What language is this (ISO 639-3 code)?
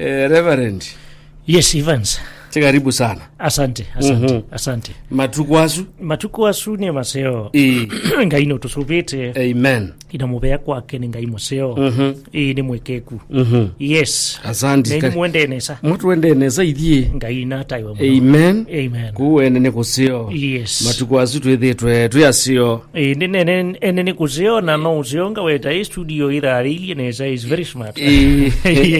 kam